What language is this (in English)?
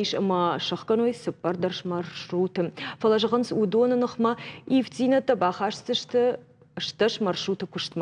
Ossetic